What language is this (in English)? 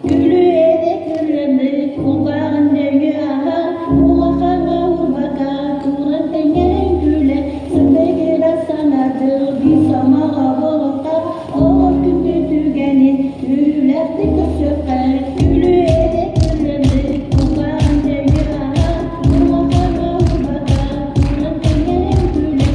Yakut